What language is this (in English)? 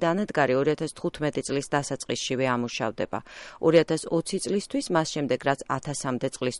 Georgian